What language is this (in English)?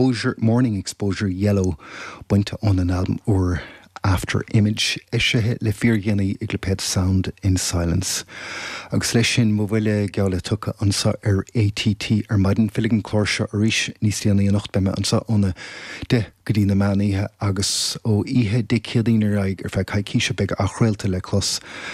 Irish